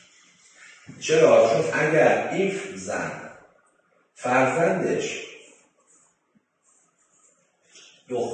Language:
Persian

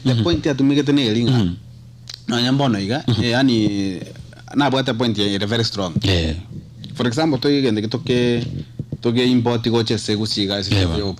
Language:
Gusii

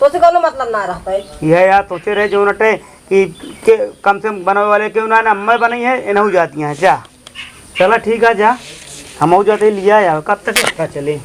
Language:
Awadhi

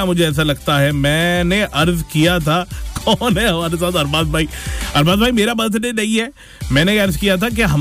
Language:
Hindi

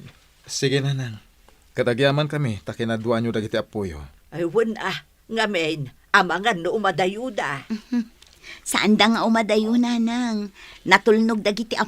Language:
Iloko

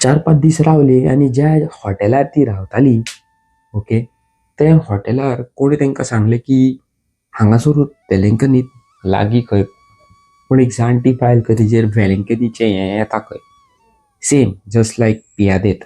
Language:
Konkani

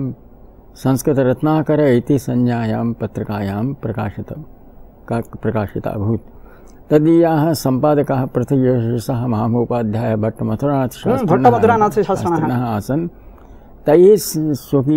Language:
Sanskrit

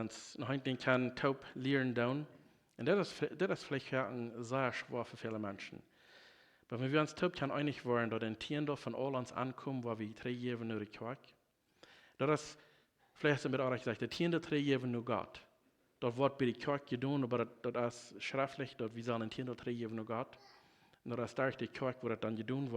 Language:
Plautdietsch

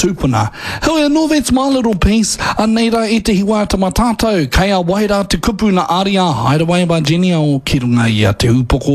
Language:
Māori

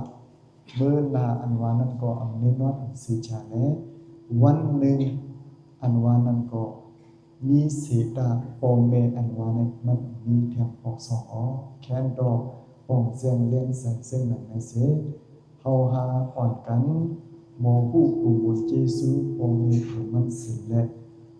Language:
Shan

